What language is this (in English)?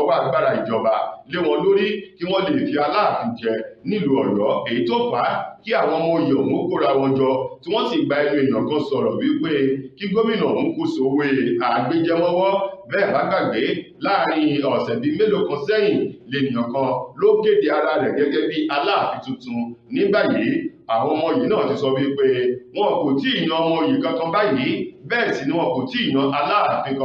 Yoruba